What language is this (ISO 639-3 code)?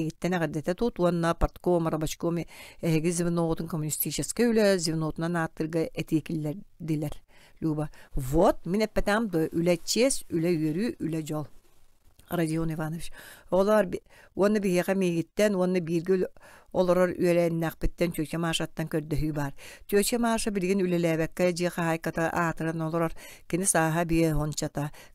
sah